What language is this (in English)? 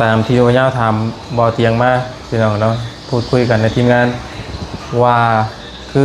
Lao